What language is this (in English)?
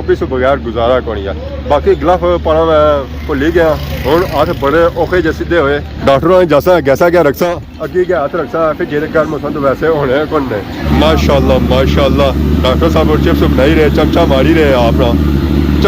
Pahari-Potwari